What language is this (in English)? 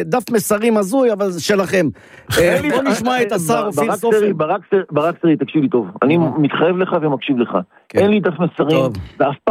Hebrew